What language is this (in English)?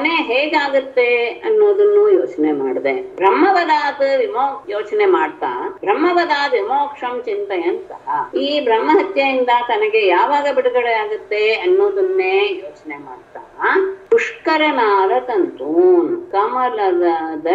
Kannada